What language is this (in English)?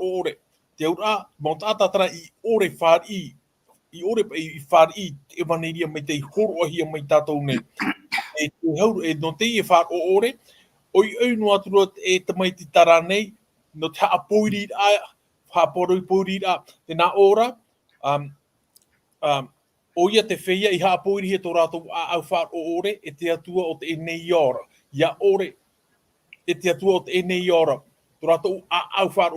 Tahitian